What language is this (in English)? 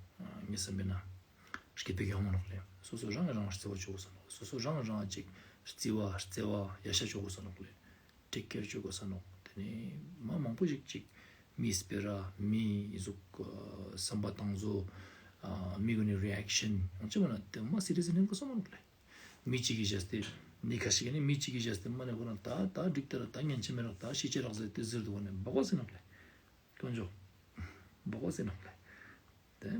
Ladakhi